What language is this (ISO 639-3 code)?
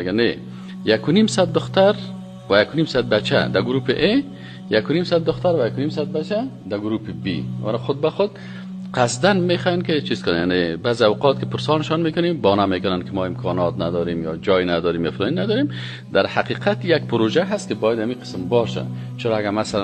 fas